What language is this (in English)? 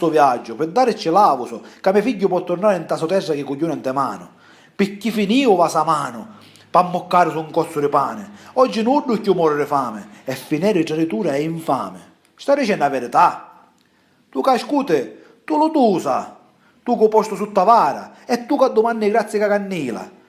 Sicilian